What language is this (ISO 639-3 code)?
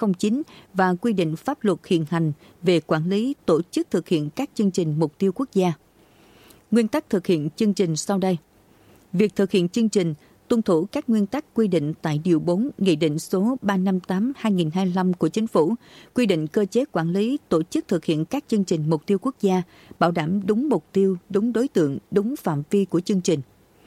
vie